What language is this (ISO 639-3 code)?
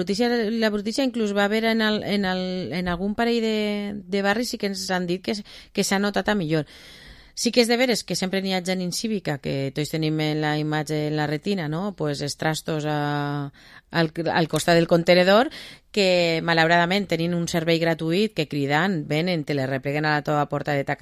cat